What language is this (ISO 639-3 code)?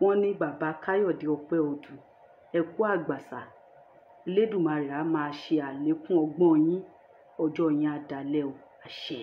yor